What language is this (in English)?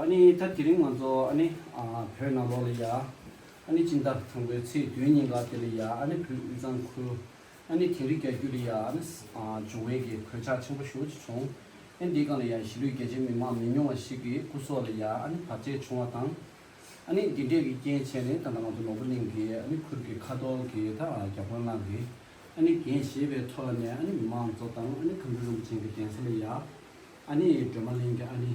Tibetan